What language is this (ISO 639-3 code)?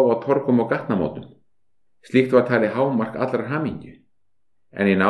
isl